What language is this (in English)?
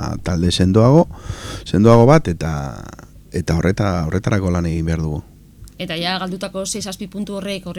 Basque